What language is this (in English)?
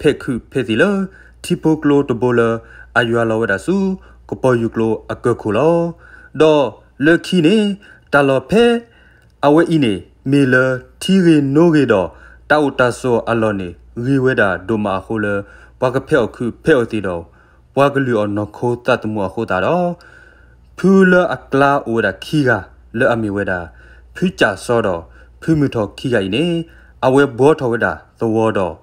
S'gaw Karen